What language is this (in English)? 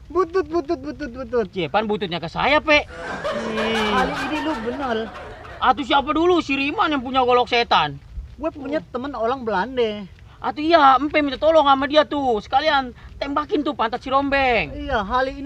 Betawi